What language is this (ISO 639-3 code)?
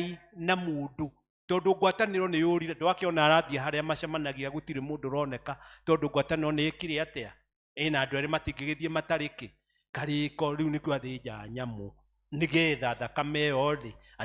kik